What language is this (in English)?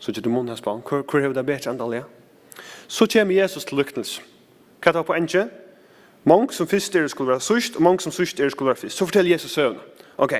Faroese